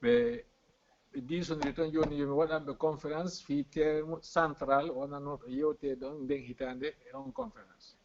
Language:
Fula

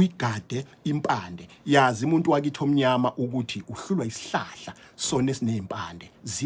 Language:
Zulu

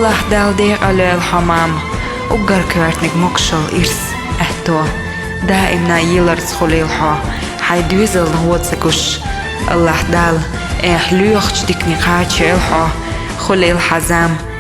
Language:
Chechen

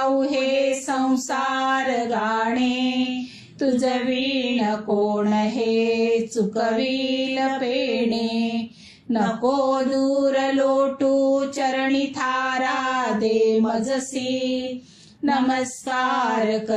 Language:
Marathi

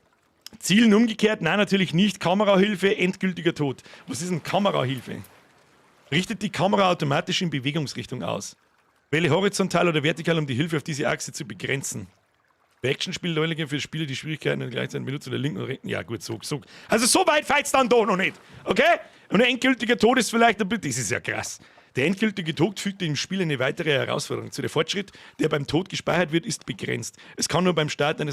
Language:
Bavarian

